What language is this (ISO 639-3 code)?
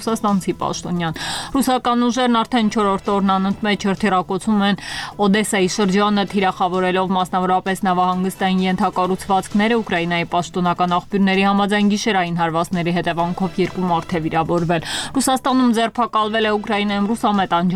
hye